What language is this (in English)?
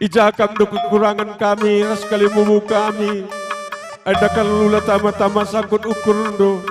Batak Karo